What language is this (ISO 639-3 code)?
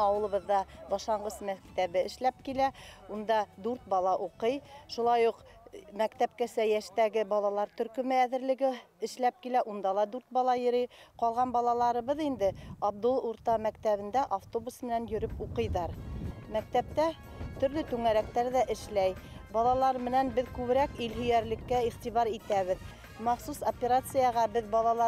bak